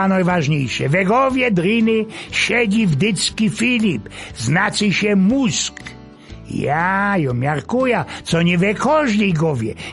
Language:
Silesian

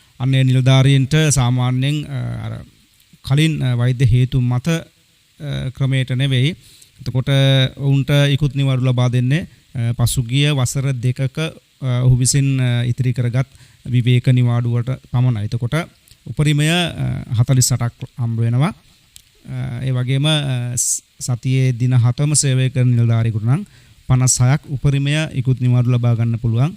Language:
Sinhala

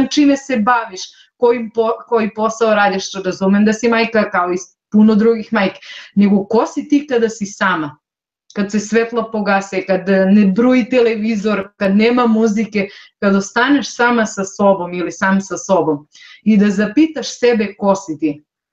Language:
Serbian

